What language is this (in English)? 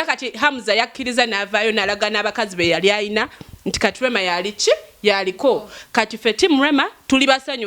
Ganda